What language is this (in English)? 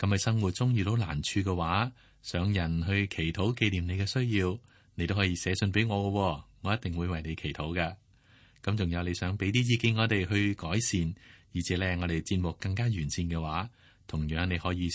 Cantonese